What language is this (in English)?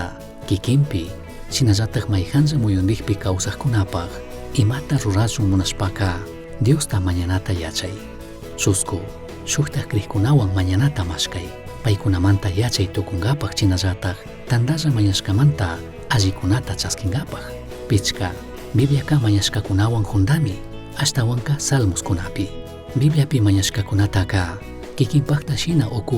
Chimborazo Highland Quichua